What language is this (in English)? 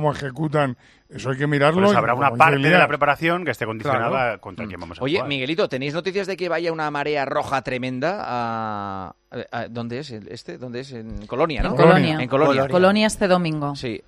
Spanish